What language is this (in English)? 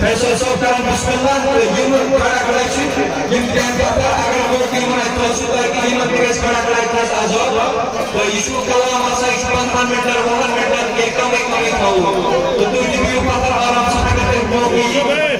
Kashmiri